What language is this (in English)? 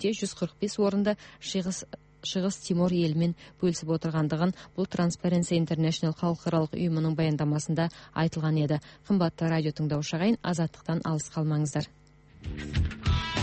Kazakh